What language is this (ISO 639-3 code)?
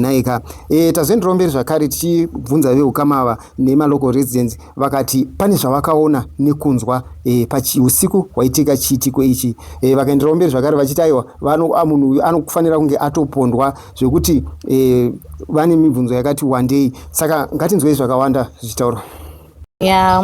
sna